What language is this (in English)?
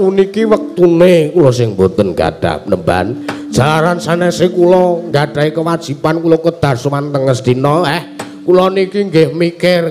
Javanese